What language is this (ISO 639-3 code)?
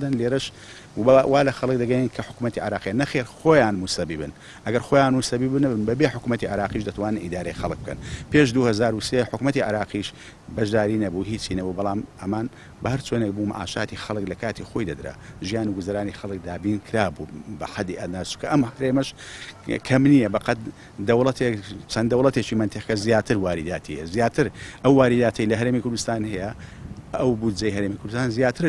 ckb